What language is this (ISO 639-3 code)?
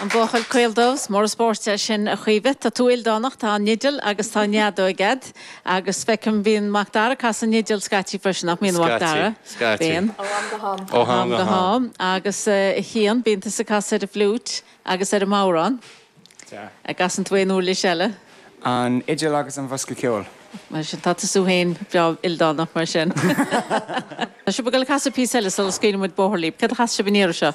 gle